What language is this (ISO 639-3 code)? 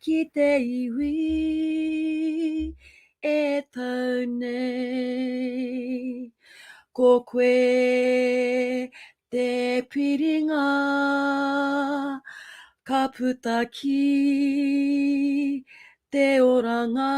mri